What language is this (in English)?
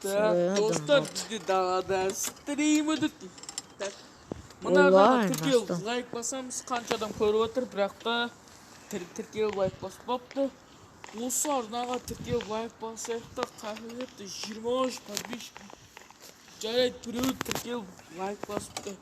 Kazakh